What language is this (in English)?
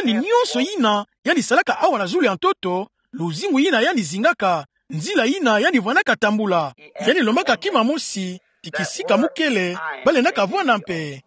Kituba (Democratic Republic of Congo)